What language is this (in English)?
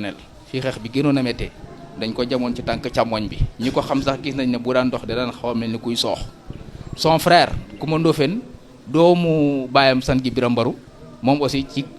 Wolof